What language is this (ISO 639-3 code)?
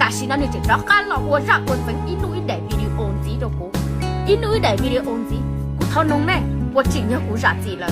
hmn